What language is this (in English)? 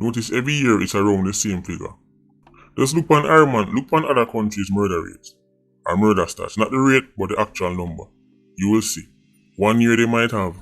Jamaican Creole English